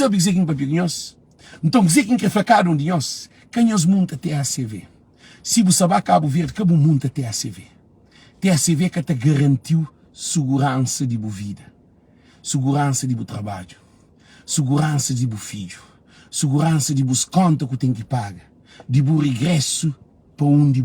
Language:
Kabuverdianu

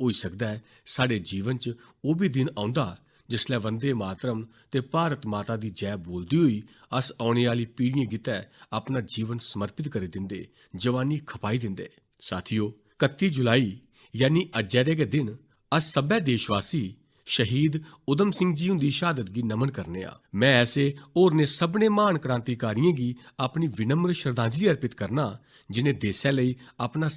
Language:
Dogri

